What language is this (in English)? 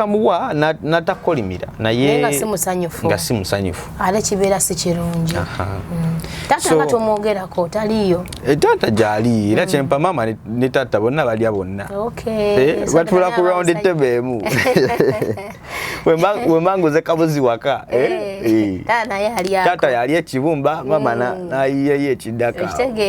Ganda